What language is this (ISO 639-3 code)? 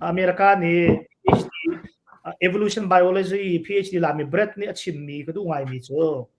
cnh